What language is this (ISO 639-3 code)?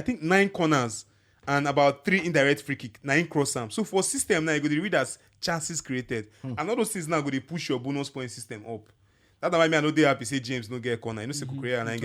pcm